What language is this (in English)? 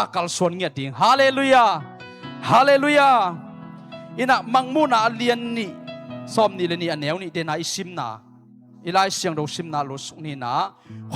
Tedim Chin